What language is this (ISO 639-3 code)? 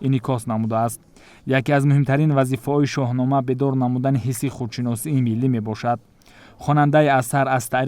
tgk